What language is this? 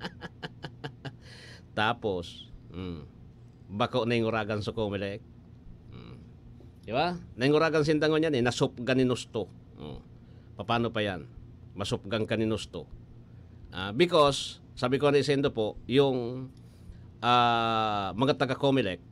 Bikol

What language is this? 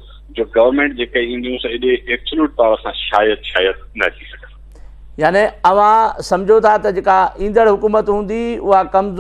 Sindhi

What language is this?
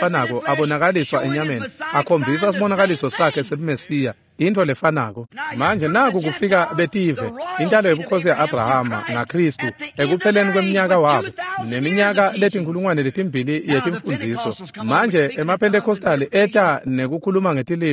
Swati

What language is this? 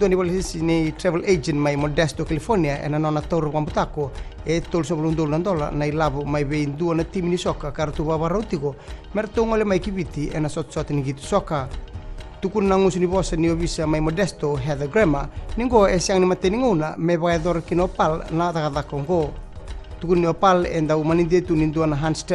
Fijian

